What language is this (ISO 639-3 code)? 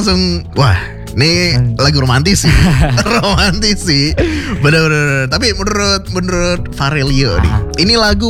ind